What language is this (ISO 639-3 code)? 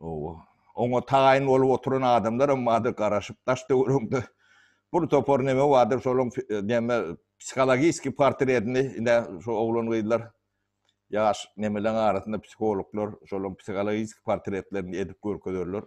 tuk